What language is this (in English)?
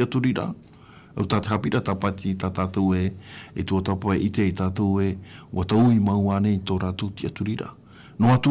Tahitian